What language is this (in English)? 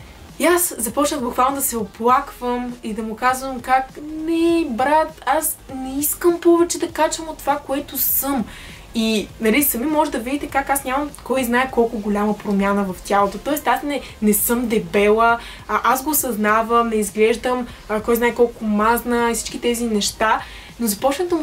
Bulgarian